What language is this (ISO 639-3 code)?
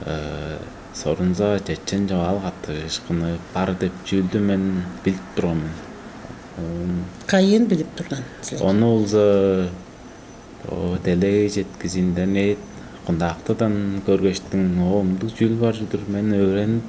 tyv